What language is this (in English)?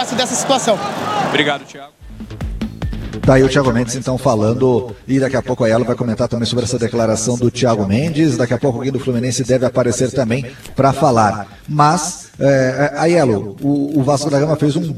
Portuguese